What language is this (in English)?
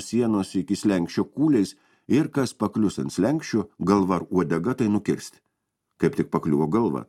Lithuanian